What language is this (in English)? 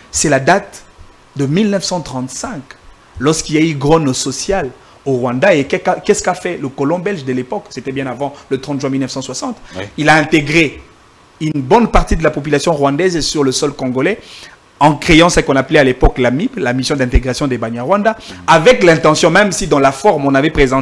French